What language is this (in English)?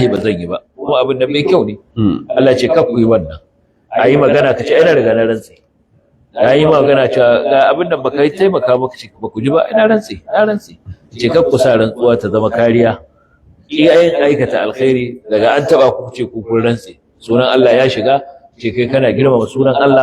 Hausa